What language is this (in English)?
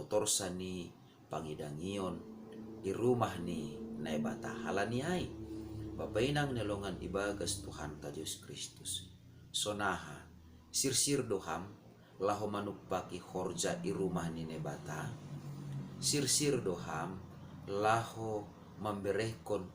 Batak Simalungun